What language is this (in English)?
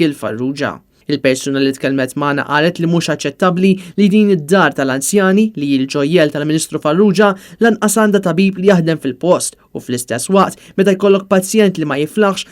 Maltese